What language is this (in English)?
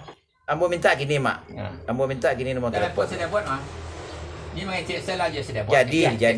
Minangkabau